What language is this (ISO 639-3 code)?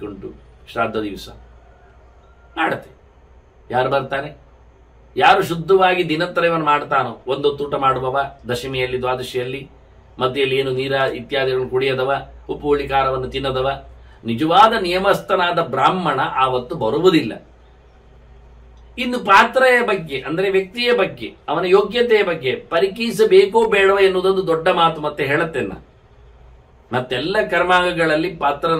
kan